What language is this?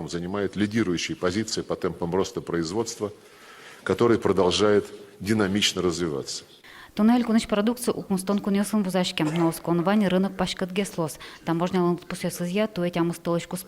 Udmurt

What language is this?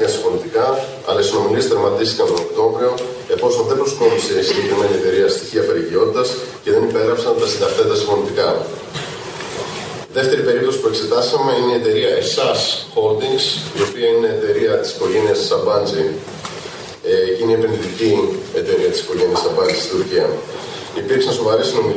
Greek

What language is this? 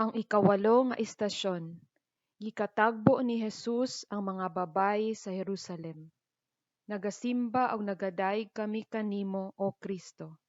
Cebuano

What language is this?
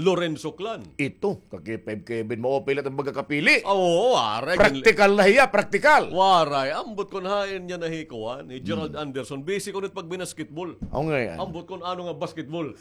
Waray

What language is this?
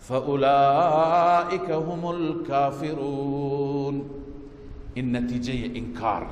Persian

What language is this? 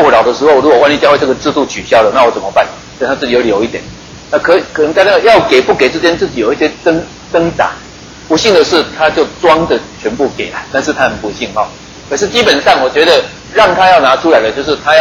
Chinese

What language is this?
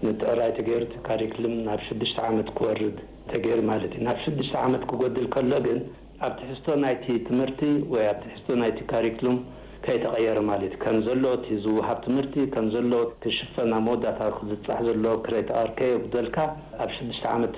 Tigrinya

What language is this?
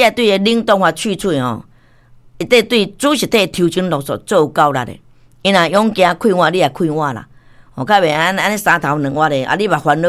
Min Nan Chinese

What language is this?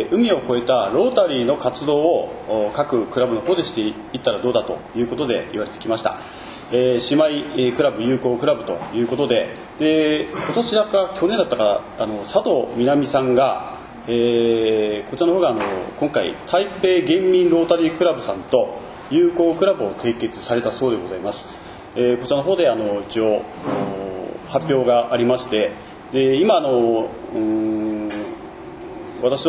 Japanese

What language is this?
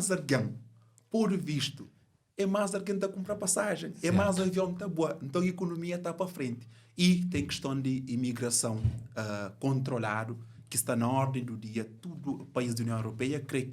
Kabuverdianu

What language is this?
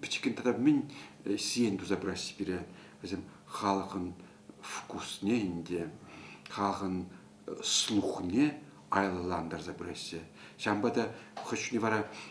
Chuvash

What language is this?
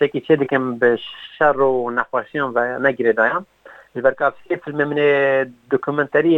Kurdish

